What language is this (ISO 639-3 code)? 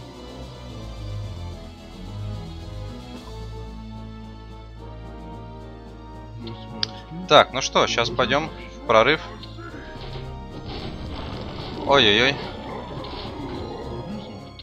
rus